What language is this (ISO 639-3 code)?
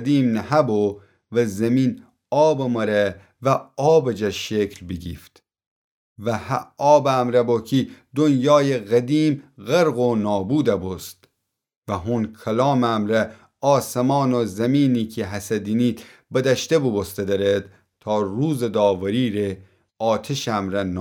glk